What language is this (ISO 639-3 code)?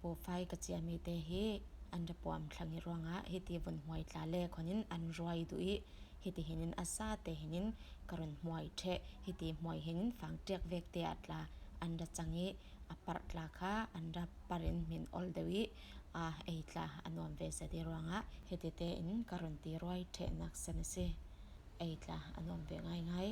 cfm